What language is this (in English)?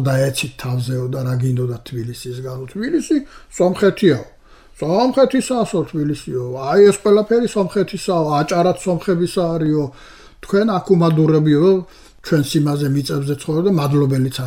Georgian